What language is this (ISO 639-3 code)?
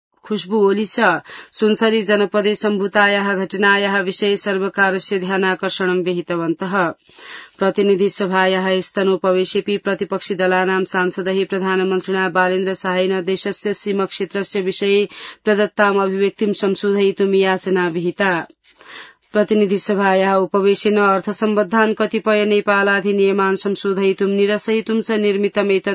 san